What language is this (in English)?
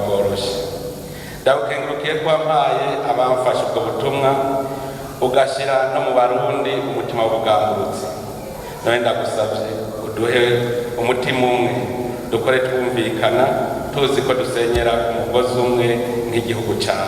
Rundi